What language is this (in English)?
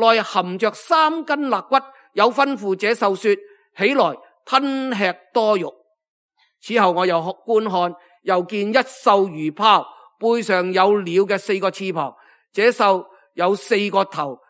Cantonese